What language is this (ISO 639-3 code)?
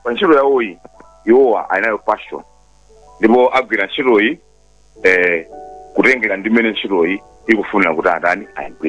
nya